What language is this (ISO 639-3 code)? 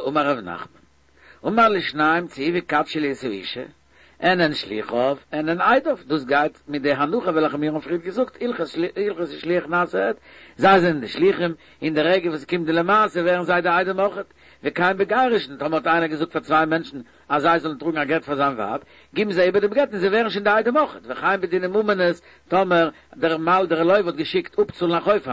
yid